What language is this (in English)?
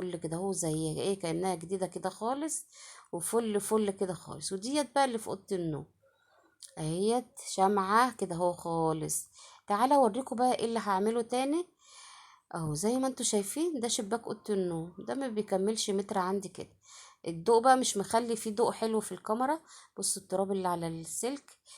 Egyptian Arabic